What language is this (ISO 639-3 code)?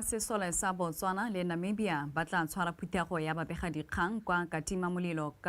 tsn